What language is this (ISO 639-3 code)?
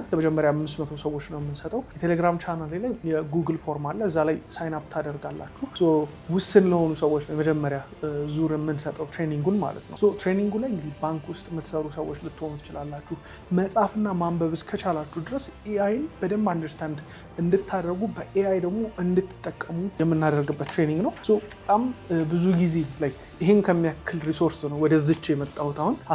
amh